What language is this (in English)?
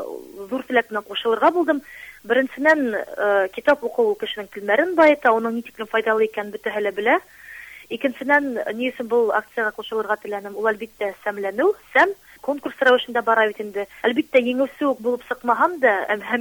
Bashkir